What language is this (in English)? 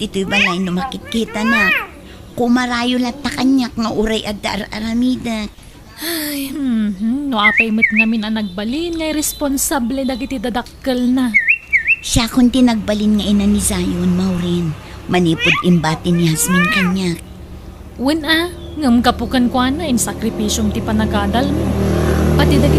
Iloko